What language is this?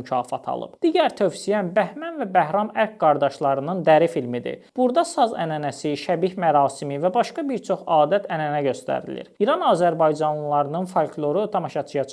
Azerbaijani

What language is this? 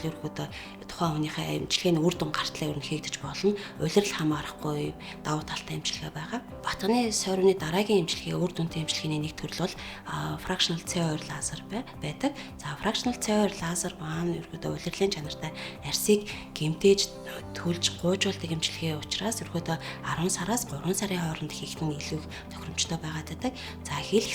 Mongolian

